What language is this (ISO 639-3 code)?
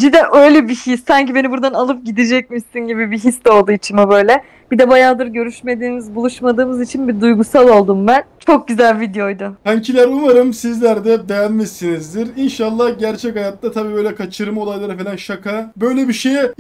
tur